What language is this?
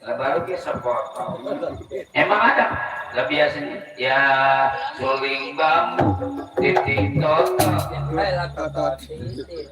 Betawi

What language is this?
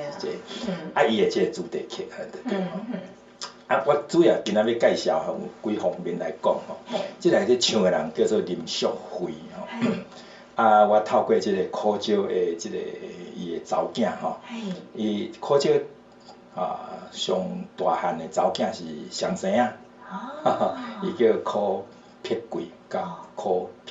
Min Nan Chinese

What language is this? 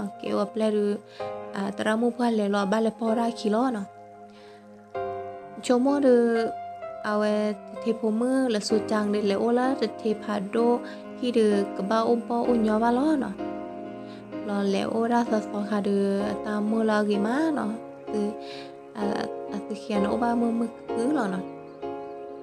S'gaw Karen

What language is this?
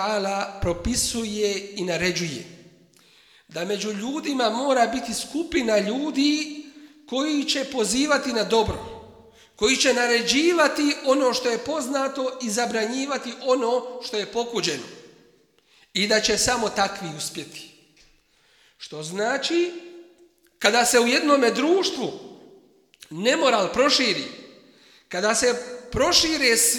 Bosnian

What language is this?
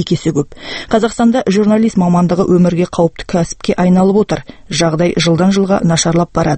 Kazakh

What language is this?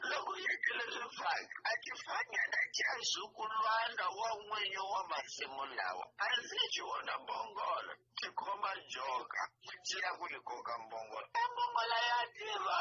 Tsonga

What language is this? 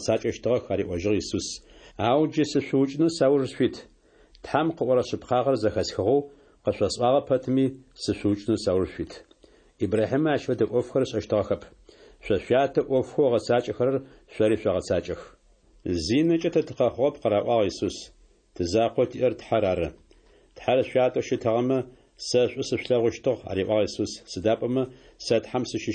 Adyghe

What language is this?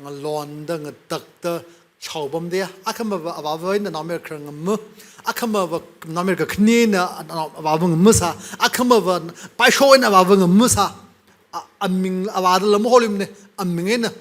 Tangkhul Naga (India)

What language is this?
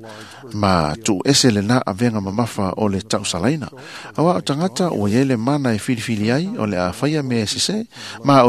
Samoan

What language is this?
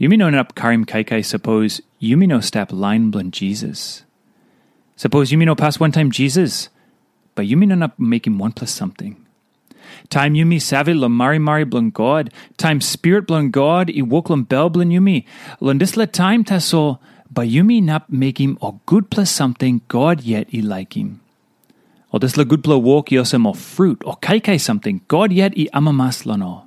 Tok Pisin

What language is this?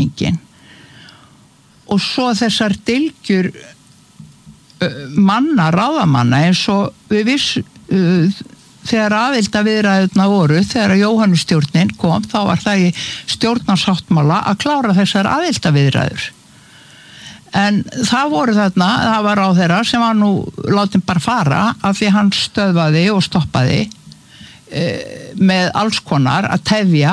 Icelandic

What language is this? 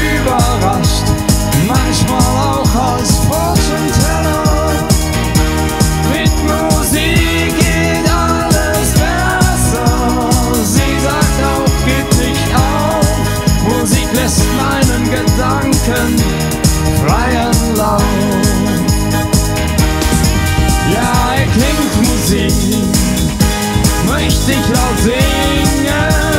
German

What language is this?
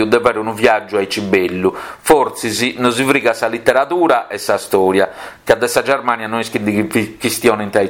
Sardinian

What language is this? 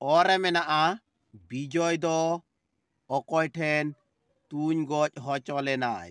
Santali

